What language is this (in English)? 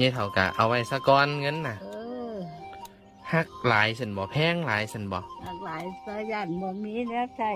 Northeastern Thai